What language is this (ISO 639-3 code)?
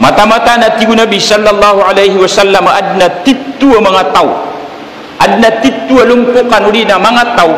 mrw